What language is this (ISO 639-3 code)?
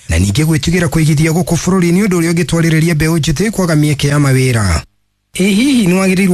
kik